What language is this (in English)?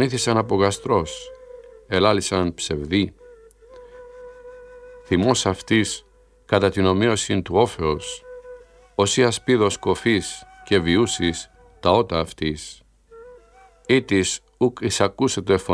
Greek